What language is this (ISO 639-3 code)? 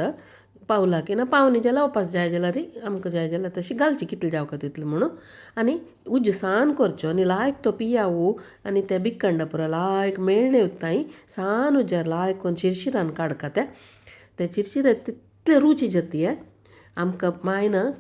kok